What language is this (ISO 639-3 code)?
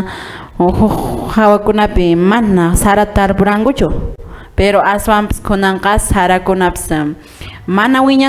que